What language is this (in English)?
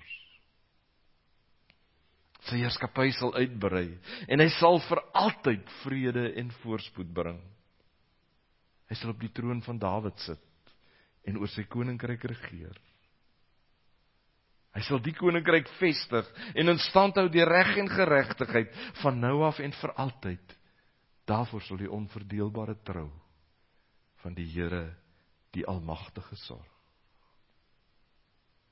Afrikaans